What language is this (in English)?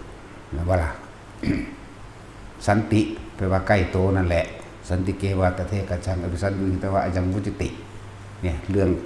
Northeastern Thai